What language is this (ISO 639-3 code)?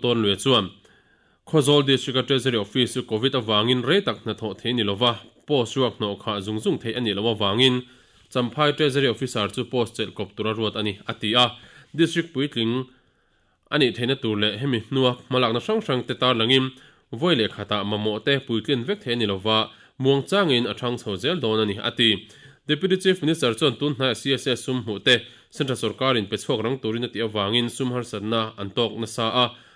lus